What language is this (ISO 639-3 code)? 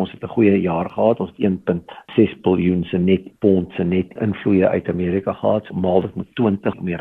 afr